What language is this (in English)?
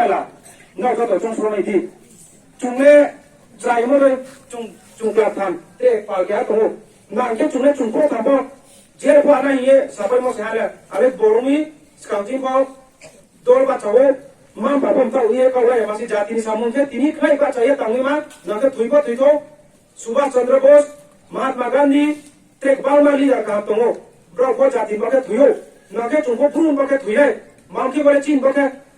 Riang (India)